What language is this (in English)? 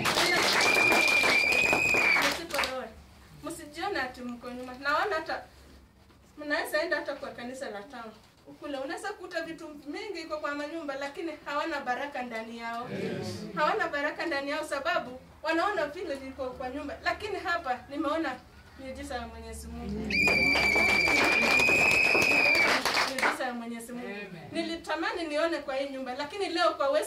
Swahili